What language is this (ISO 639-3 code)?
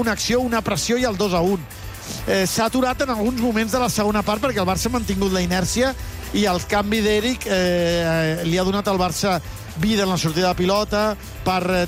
cat